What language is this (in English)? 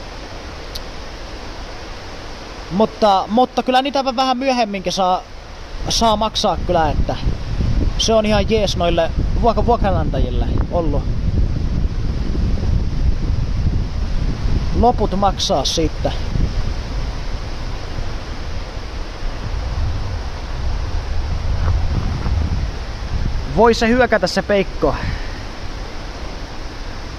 Finnish